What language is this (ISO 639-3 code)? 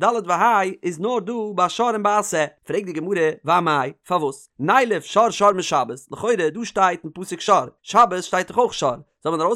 yid